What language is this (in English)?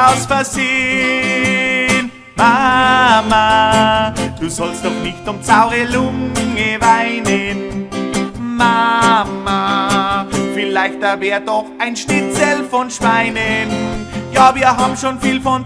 Bavarian